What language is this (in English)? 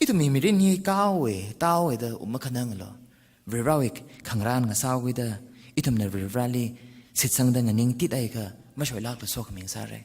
Tangkhul Naga (India)